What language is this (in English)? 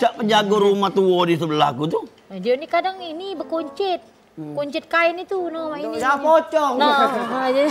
Musi